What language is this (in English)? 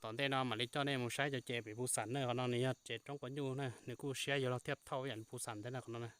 Hmong